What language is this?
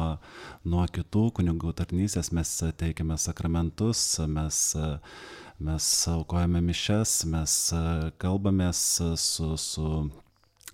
Lithuanian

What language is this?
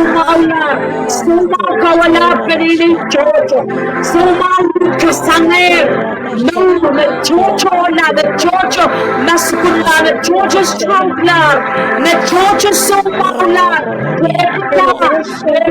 Pohnpeian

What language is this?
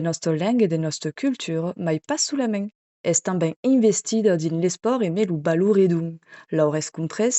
Occitan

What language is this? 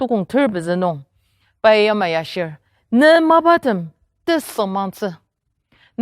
Ao Naga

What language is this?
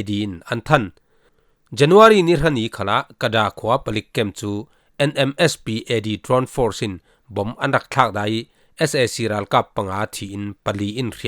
Falam Chin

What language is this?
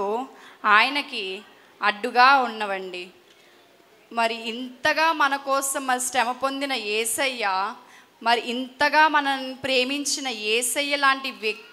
Telugu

